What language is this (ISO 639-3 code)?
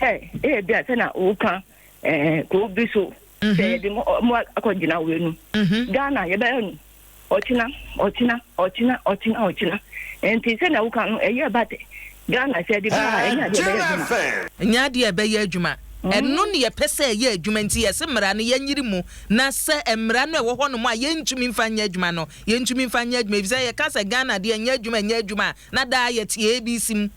aka